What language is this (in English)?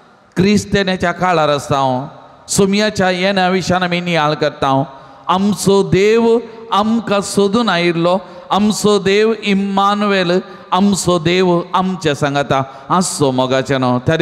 Konkani